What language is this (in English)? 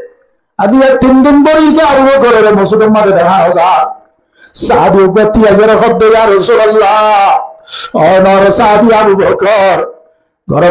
Rohingya